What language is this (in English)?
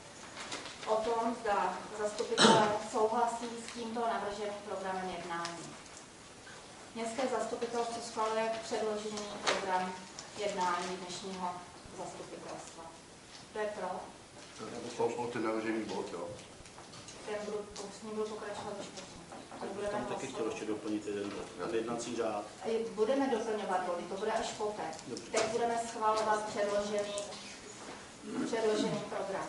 Czech